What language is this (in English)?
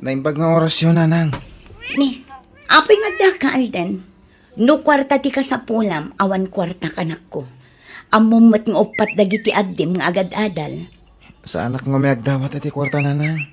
Iloko